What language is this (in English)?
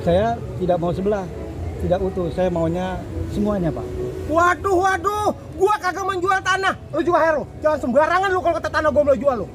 Betawi